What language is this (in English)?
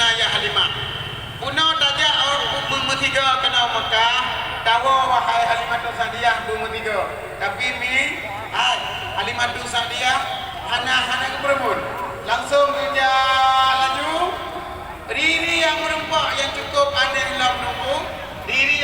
Achinese